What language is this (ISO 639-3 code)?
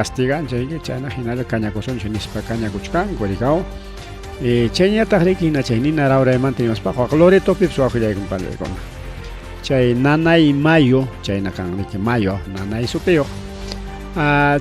quy